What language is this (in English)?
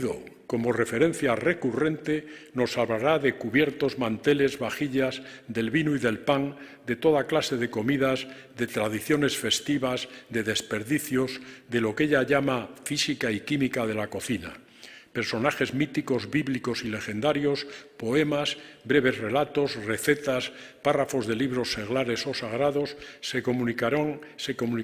Ladino